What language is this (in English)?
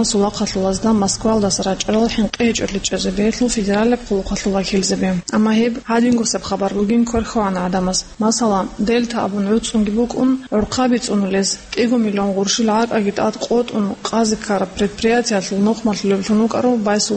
Avaric